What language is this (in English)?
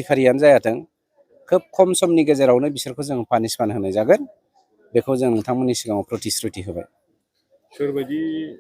Bodo